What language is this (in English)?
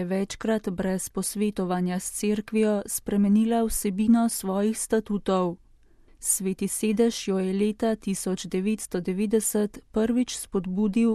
Slovenian